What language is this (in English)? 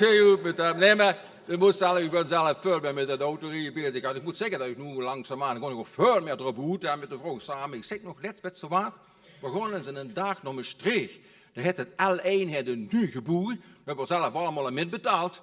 Limburgish